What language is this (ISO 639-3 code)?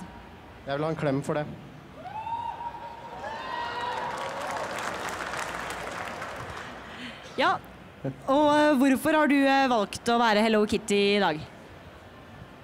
nor